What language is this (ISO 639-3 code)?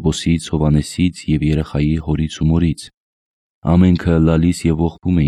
hye